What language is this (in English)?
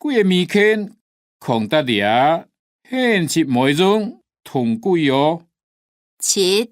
Hakka Chinese